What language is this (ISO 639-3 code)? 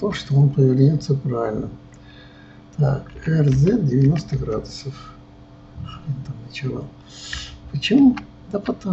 rus